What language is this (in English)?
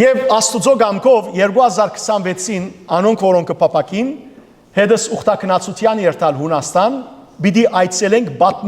Western Armenian